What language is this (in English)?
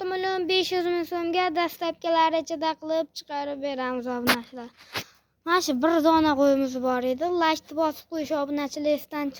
Uzbek